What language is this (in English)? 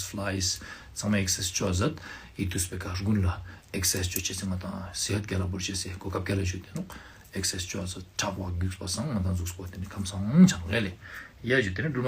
Ladakhi